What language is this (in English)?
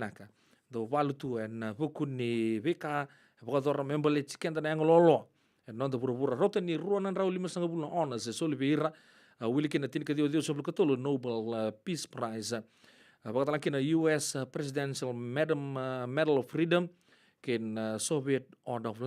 Fijian